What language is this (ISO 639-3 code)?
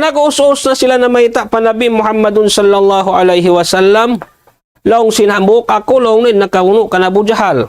tsg